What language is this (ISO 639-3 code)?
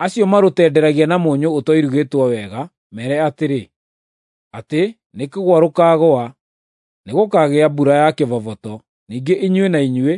kik